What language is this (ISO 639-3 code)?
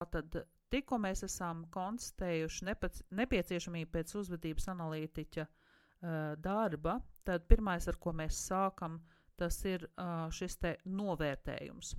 lav